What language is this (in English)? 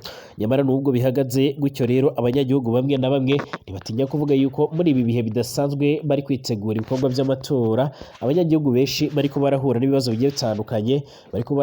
Rundi